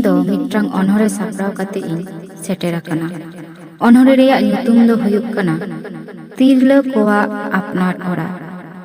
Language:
Santali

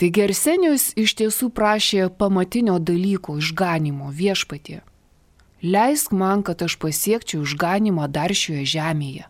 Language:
Lithuanian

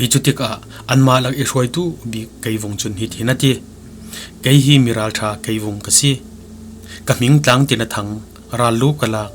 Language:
Falam Chin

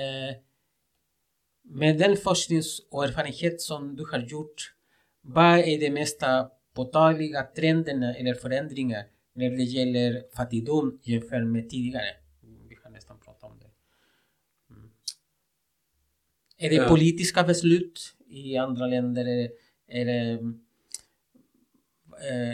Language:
Swedish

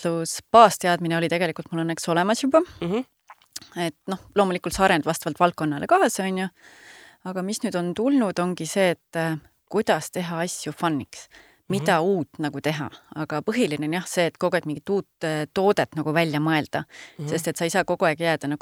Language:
Estonian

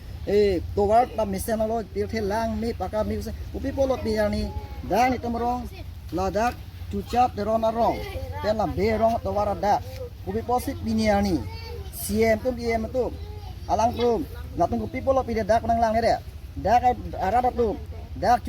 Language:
Karbi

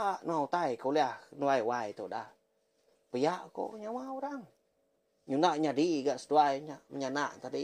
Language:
Iban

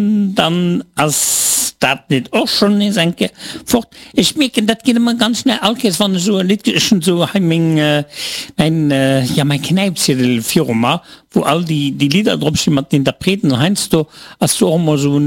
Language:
Luxembourgish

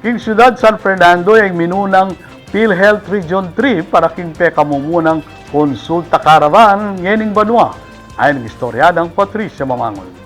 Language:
Pampanga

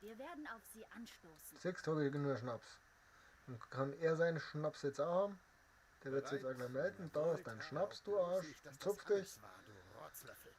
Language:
Bavarian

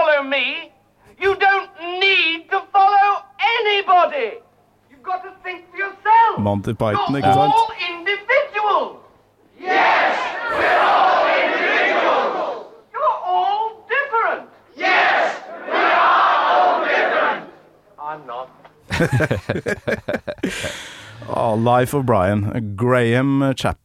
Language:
Norwegian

